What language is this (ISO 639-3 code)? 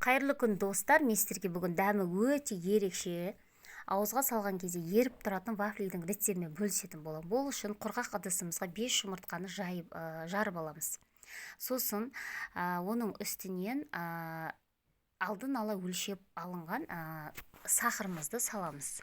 kaz